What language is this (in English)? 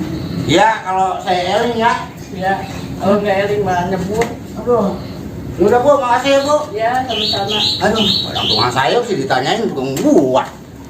Betawi